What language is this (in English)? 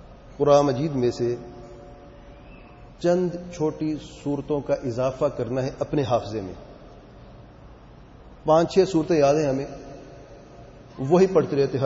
Urdu